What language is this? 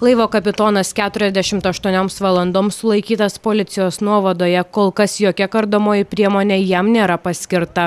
Lithuanian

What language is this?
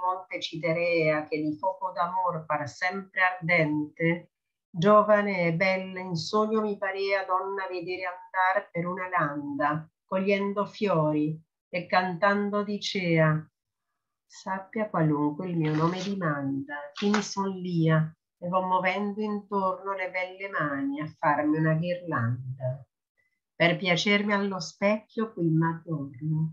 Italian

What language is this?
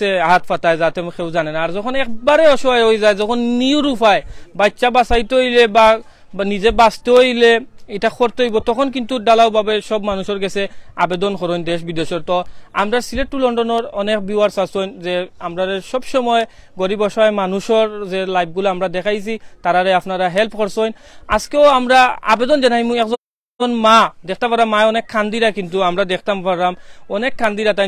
Sylheti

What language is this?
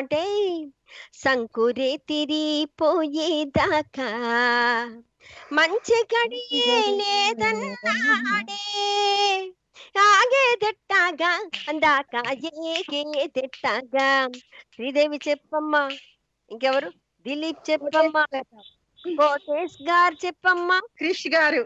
Telugu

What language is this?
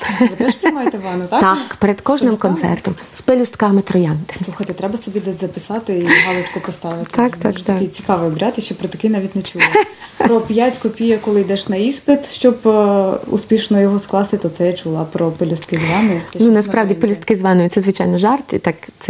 Ukrainian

